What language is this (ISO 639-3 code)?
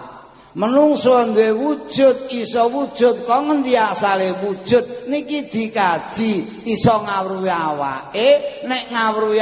jav